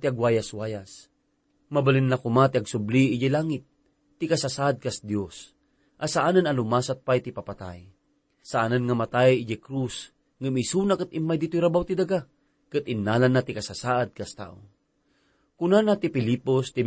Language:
Iloko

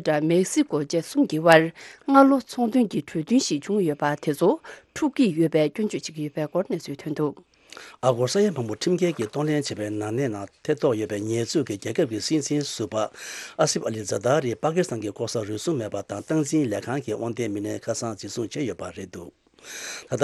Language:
Tibetan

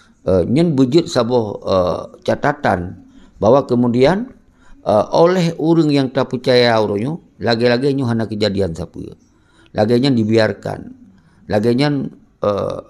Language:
Achinese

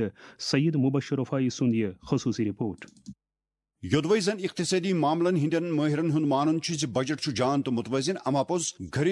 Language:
Kashmiri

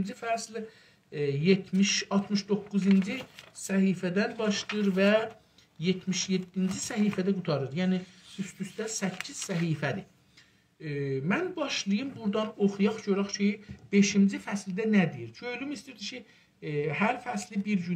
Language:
South Azerbaijani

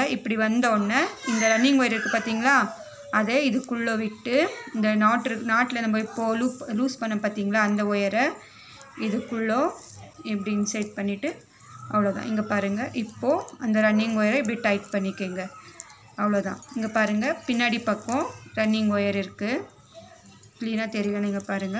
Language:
Tamil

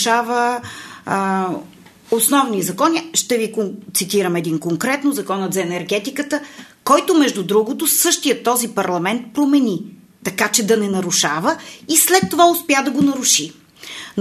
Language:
Bulgarian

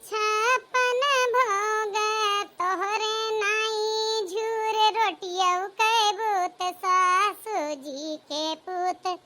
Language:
Awadhi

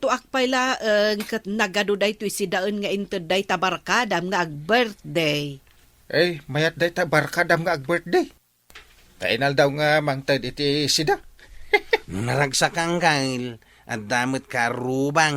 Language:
Iloko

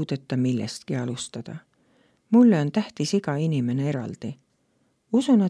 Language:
Estonian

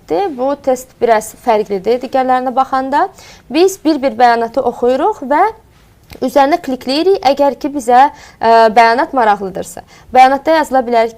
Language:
Azerbaijani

